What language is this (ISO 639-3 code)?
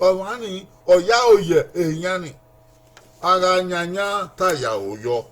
bin